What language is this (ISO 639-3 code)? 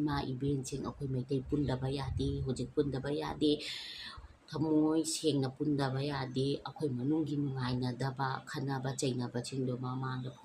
mni